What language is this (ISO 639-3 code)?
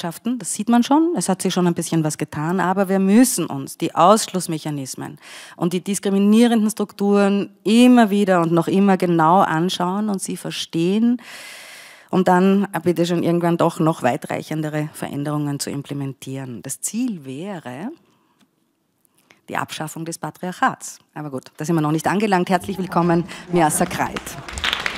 deu